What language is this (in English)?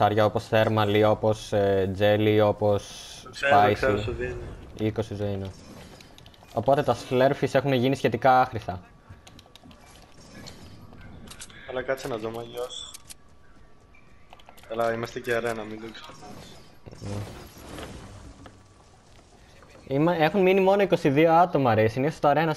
Greek